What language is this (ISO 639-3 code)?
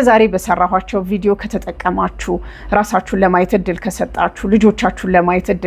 amh